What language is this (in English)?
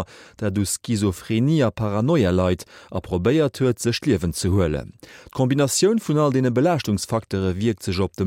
Luxembourgish